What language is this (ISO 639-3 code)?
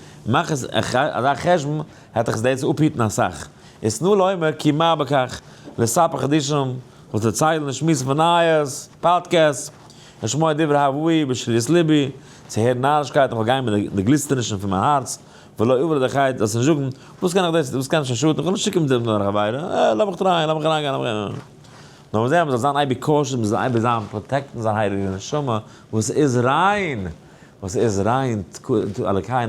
yid